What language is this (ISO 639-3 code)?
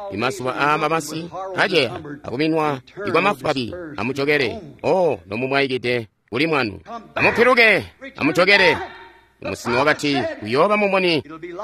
toi